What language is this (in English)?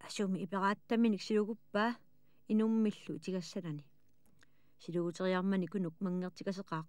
Kalaallisut